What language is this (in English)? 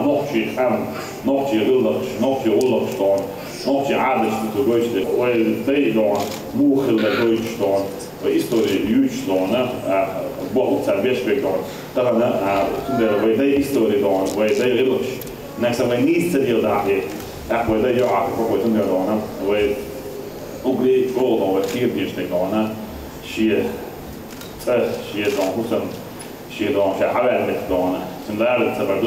Chechen